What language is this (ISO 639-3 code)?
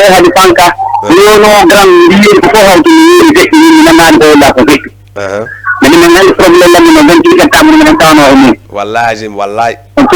ful